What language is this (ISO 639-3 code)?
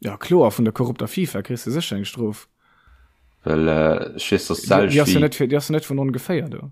ltz